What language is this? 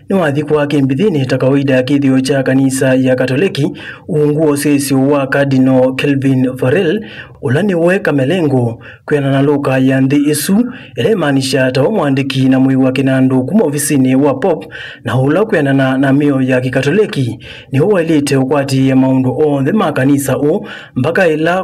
Kamba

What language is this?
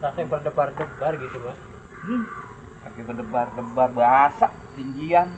Betawi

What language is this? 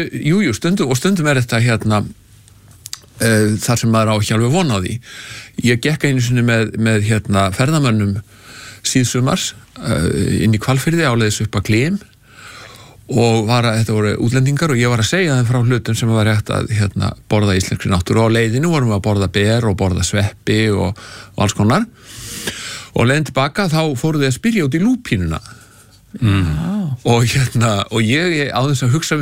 Icelandic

